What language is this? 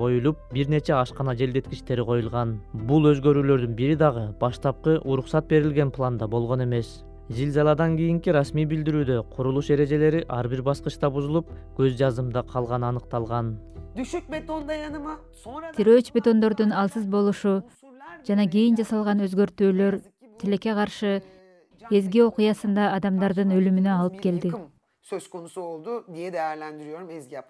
Kyrgyz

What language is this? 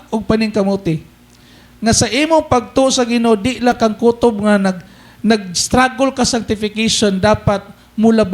Cebuano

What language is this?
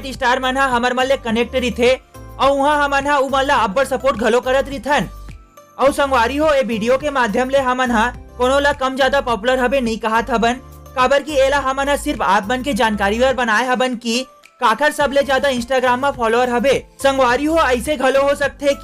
Chhattisgarhi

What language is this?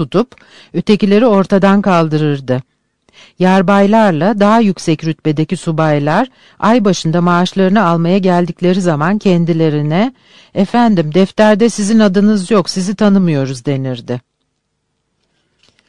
Turkish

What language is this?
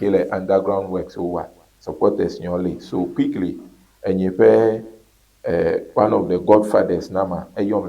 Ewe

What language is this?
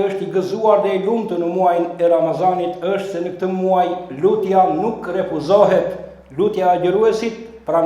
Albanian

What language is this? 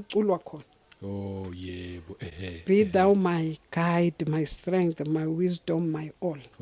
Zulu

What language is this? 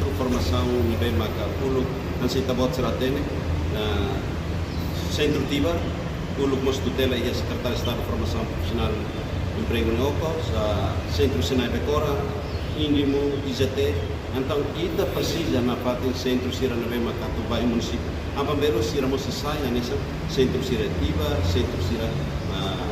Tetum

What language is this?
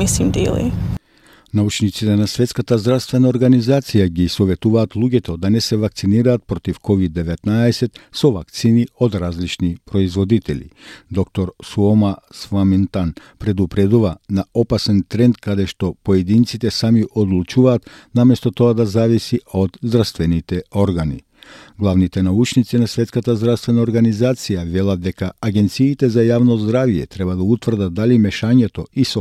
Macedonian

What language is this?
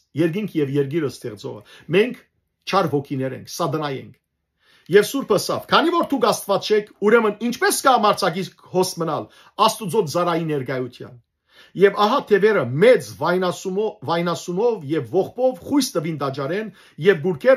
Western Armenian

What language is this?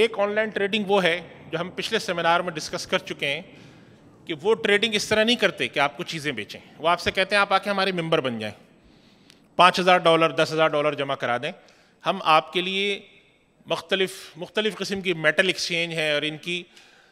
Urdu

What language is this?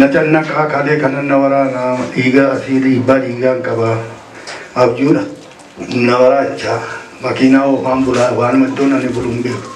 Oromo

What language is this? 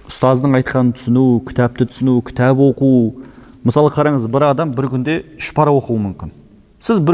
Kazakh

